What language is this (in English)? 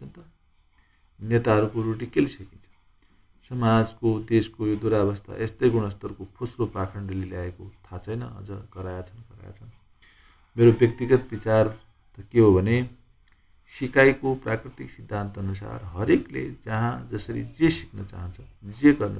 Nepali